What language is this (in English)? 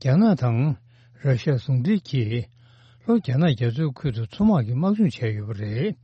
Tibetan